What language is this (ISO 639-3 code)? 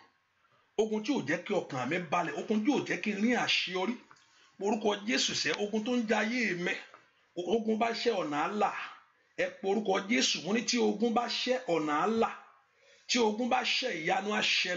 yor